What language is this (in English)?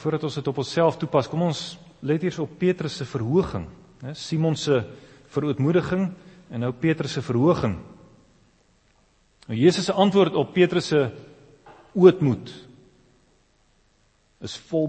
Afrikaans